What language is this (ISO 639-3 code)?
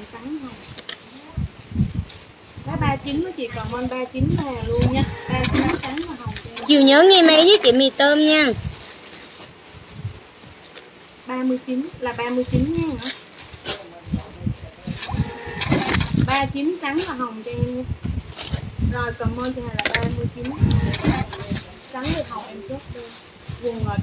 vie